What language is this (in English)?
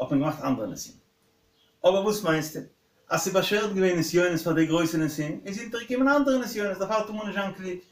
Yiddish